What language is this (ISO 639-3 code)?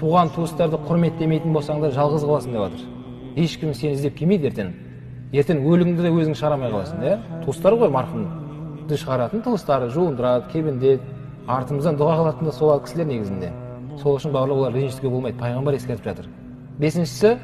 kaz